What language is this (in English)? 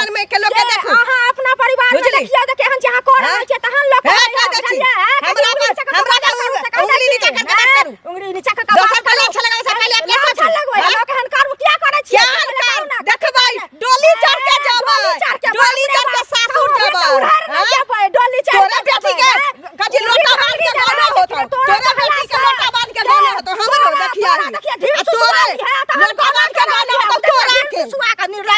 Maithili